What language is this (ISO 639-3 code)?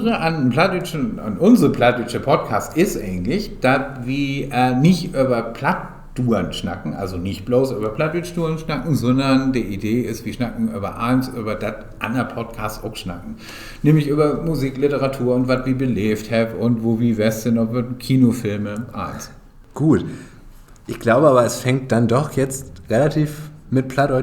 nds